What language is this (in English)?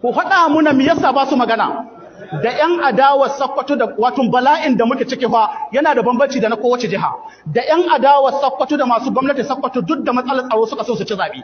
Hausa